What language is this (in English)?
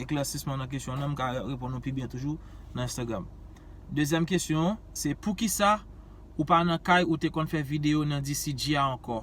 Haitian Creole